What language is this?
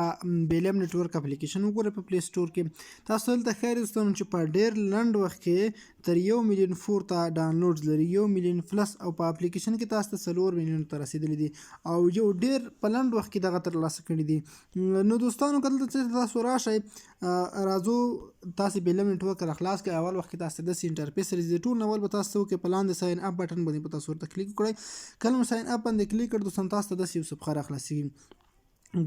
Pashto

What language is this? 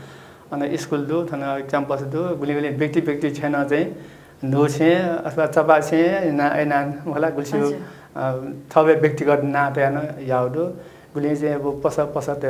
Newari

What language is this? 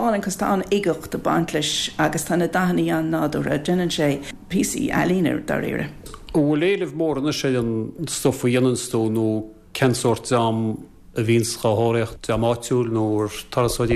Irish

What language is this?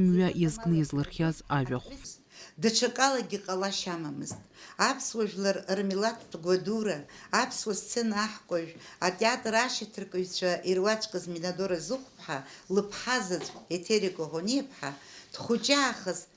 Abkhazian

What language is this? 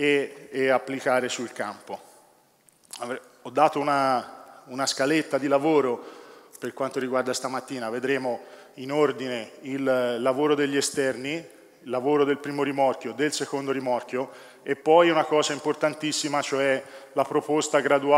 Italian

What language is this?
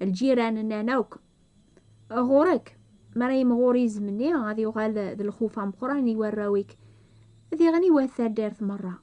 Kabyle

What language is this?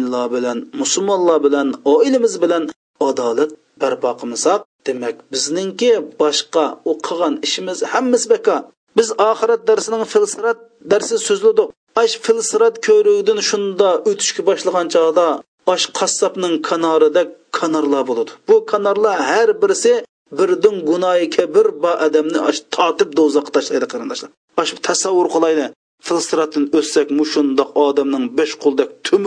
Uyghur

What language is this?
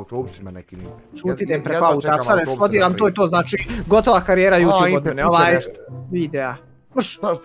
Bosnian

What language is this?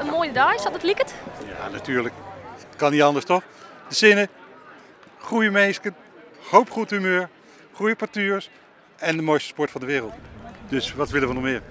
Western Frisian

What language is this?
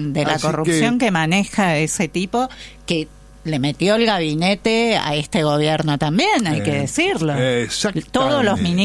Spanish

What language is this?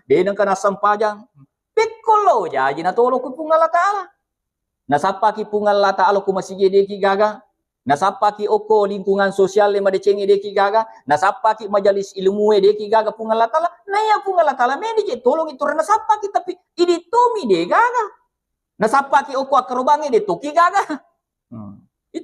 Buginese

